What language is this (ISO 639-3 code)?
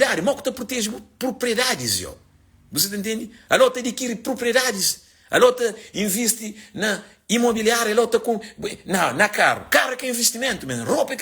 kea